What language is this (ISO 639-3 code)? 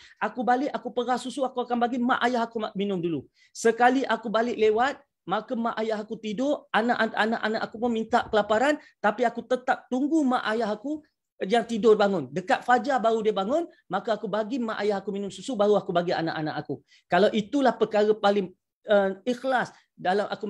msa